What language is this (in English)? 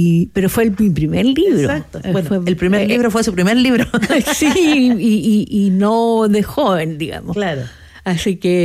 Spanish